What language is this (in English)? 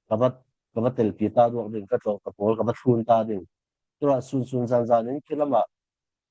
Falam Chin